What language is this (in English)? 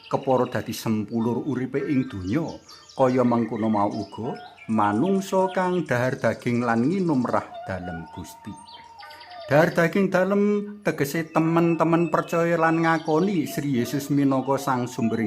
Javanese